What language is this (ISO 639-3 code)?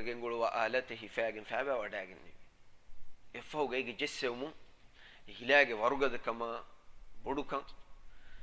div